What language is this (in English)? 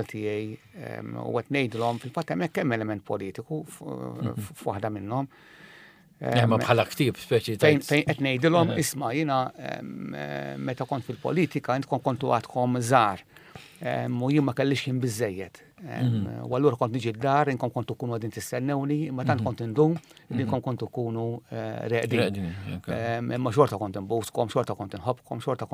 Maltese